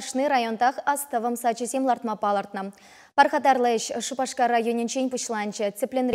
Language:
Chuvash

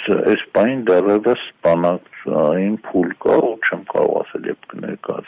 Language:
Armenian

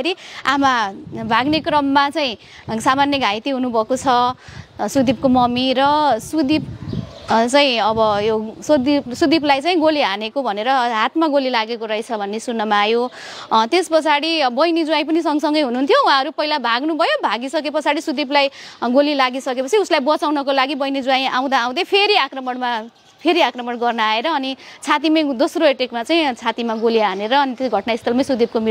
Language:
Nepali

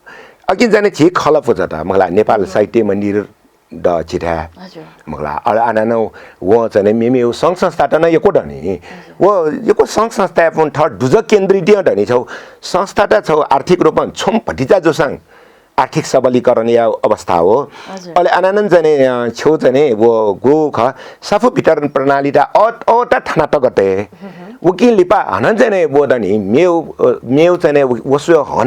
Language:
Newari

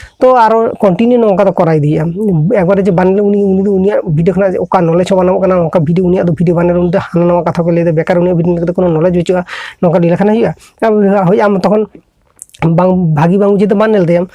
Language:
Santali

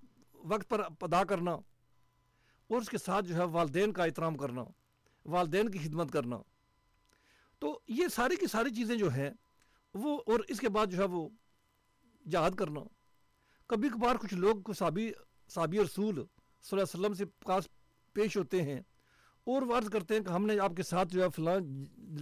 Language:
Urdu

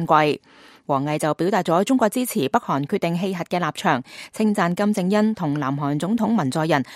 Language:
Cantonese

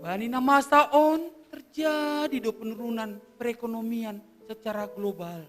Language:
Batak Simalungun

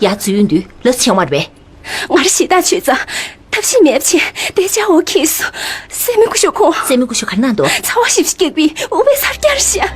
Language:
Tibetan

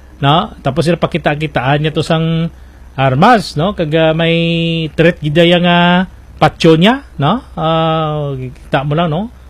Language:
Hiligaynon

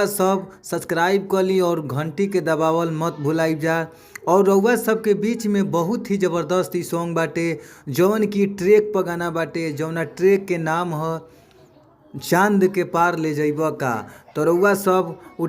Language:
Bhojpuri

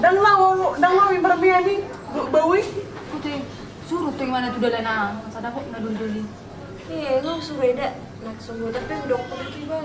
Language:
Batak Toba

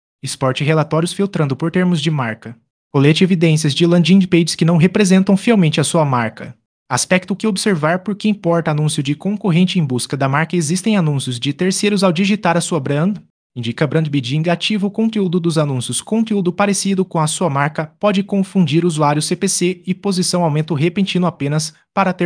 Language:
Portuguese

